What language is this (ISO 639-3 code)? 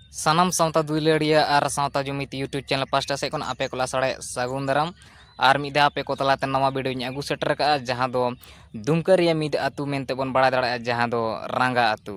sat